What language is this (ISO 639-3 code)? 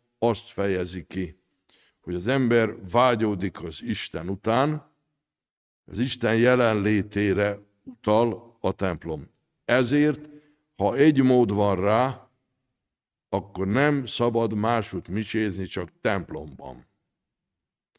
hun